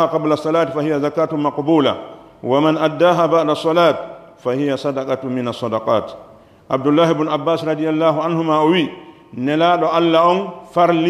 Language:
Pular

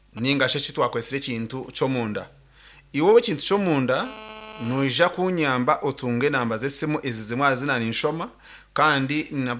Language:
Nyankole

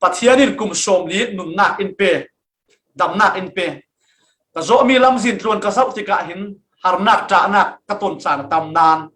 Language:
Falam Chin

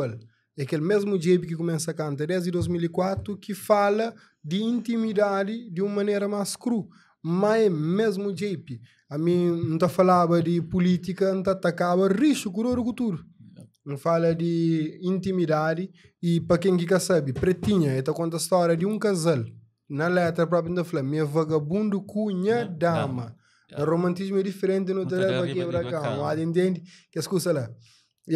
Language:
Kabuverdianu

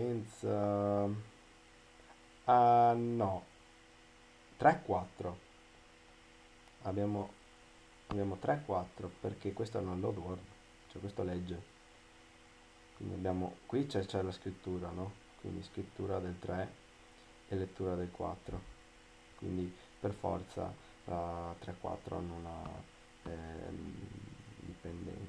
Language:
Italian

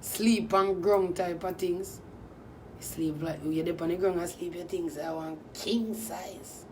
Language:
Jamaican Creole English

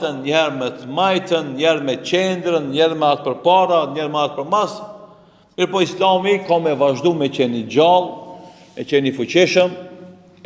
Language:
Albanian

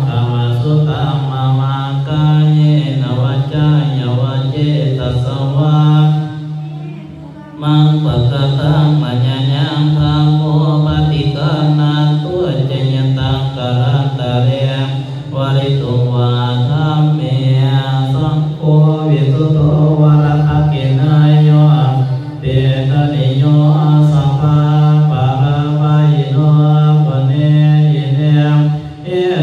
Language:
Pali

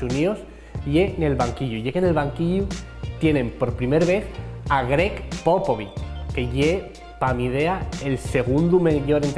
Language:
Asturian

